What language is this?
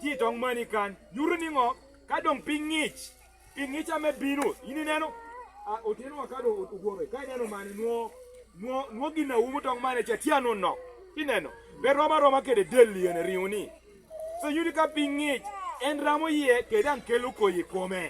Lango (Uganda)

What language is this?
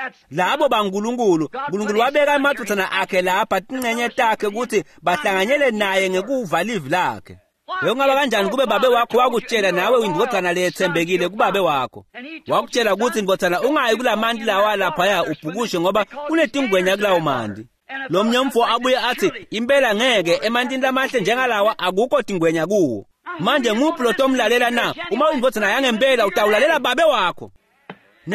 Swati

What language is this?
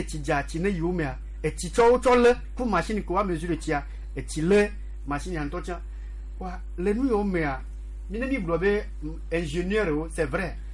Gen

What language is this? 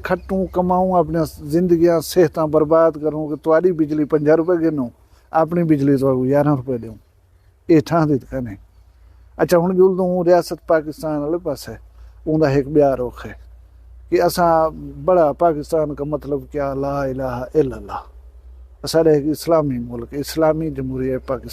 Saraiki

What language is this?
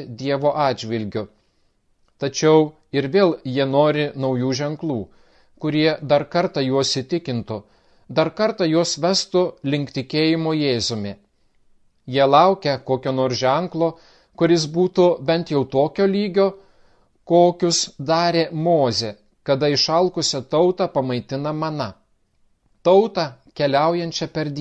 Lithuanian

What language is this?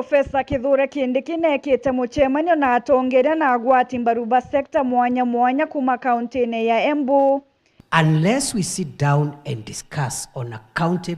Meru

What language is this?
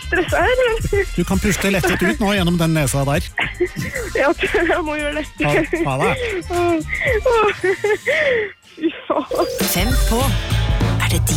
Norwegian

